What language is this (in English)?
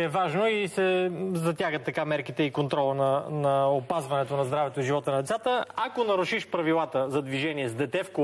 Bulgarian